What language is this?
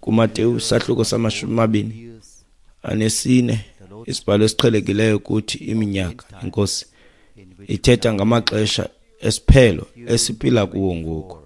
Xhosa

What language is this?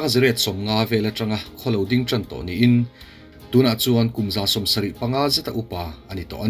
Mizo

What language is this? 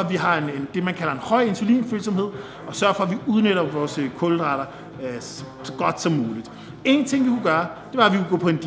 Danish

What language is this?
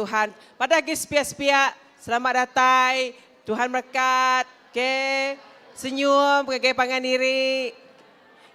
Iban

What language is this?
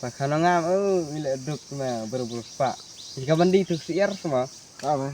Khasi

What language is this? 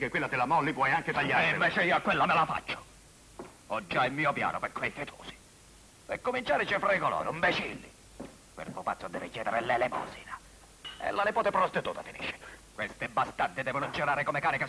Italian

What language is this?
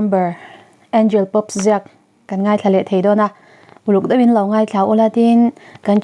Mizo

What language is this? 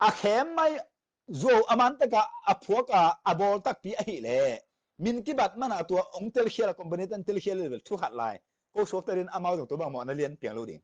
Tedim Chin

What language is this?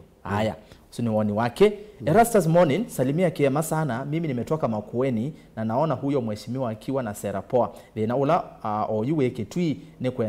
Kamba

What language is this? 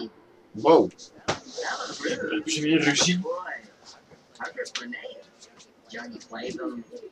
Dutch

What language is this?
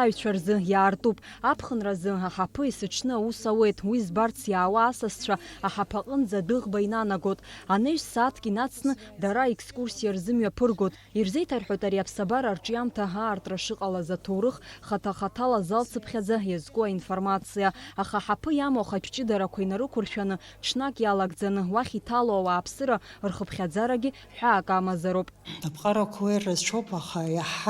Abkhazian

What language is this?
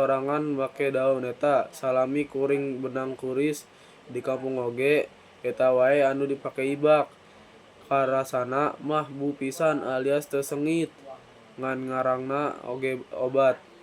Sundanese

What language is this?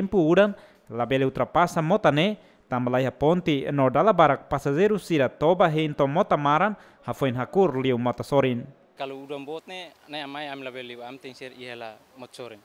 Tetum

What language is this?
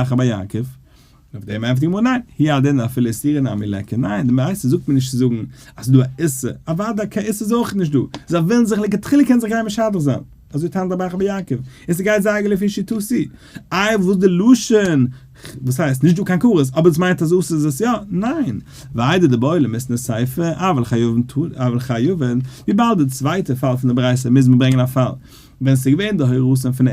Yiddish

